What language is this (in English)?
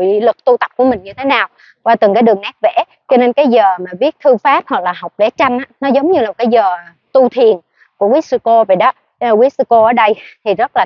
Vietnamese